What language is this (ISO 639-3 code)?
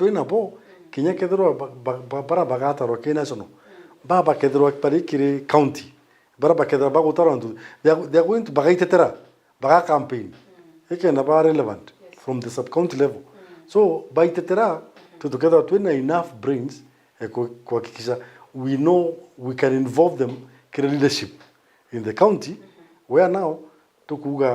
mer